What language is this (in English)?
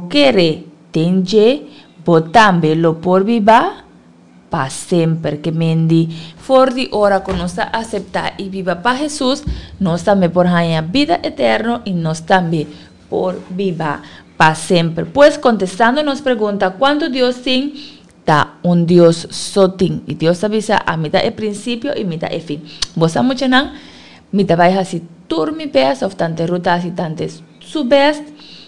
Papiamento